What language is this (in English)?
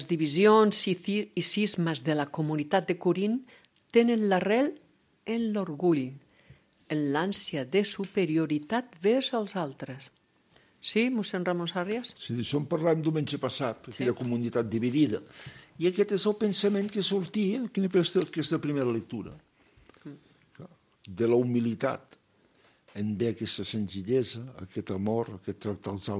Catalan